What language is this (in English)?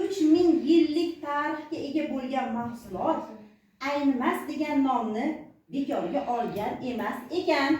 Uzbek